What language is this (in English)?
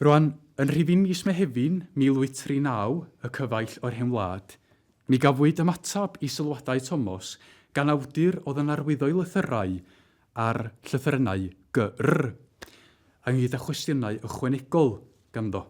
Welsh